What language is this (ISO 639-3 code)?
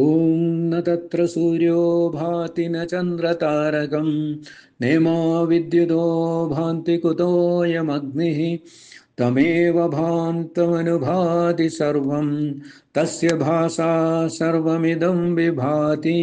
san